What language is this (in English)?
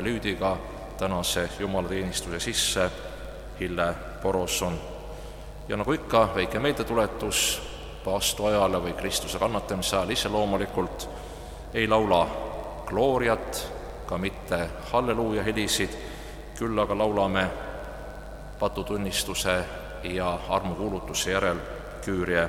Estonian